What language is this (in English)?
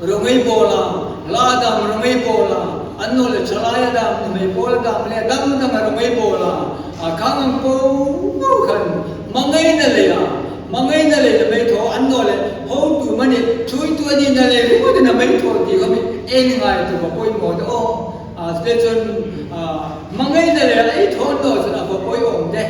Hmar